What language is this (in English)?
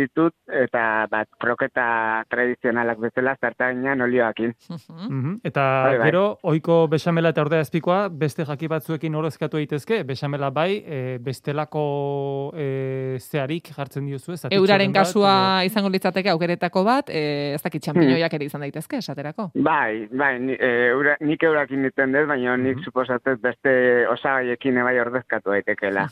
Basque